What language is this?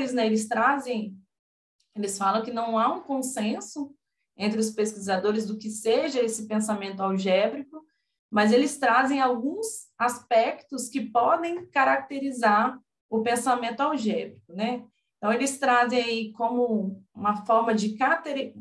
Portuguese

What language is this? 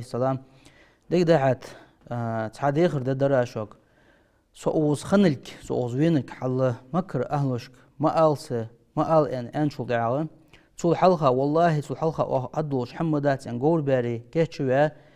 Ingush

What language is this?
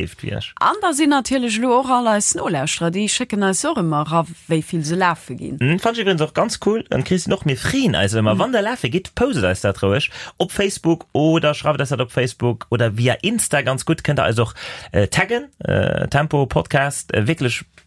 Luxembourgish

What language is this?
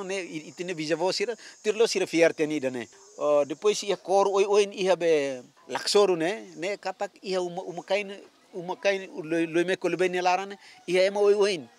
Tetum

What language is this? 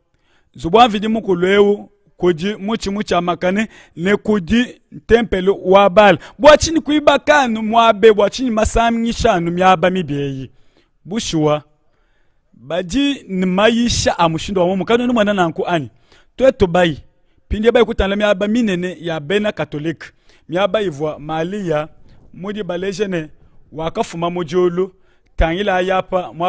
Luba-Lulua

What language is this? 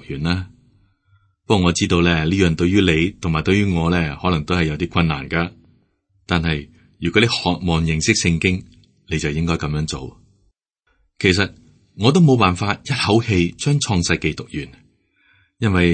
Cantonese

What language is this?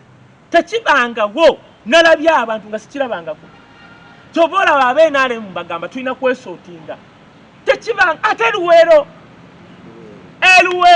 Ganda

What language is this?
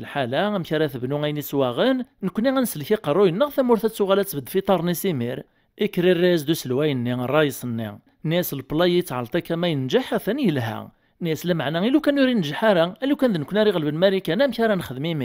Kabyle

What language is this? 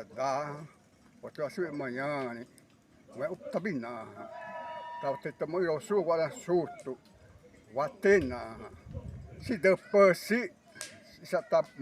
Xavánte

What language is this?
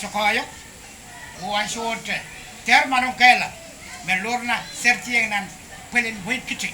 Pohnpeian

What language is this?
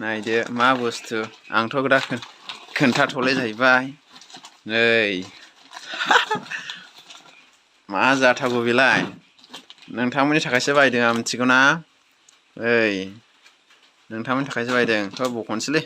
Bodo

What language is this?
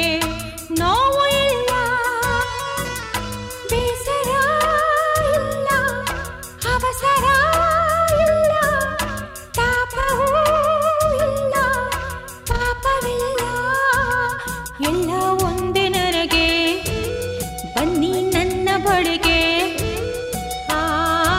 Kannada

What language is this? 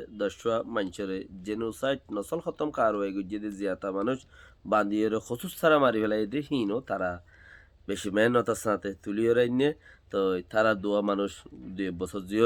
Rohingya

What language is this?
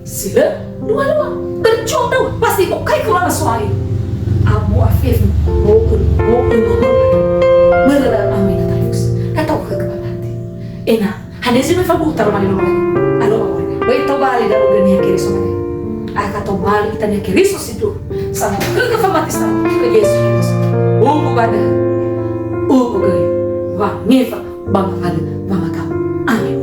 Nias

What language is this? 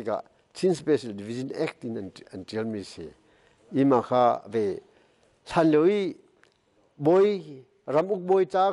Hakha Chin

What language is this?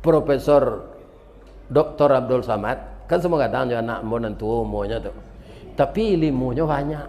Minangkabau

